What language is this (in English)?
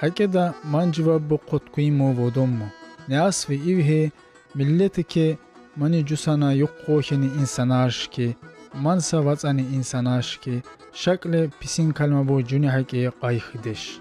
Tsakhur